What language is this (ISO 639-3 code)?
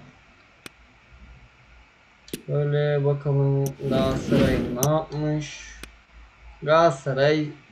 tur